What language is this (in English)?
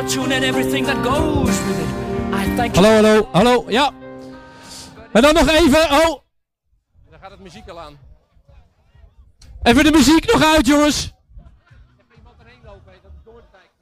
Dutch